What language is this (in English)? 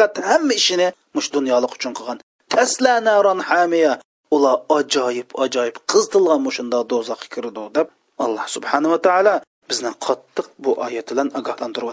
Uyghur